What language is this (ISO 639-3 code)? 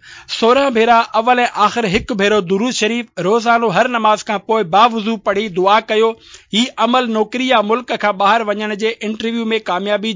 snd